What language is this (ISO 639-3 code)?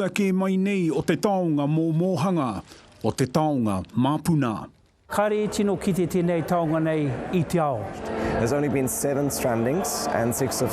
mri